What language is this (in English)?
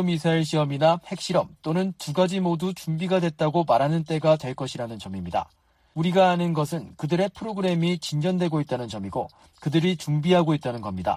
Korean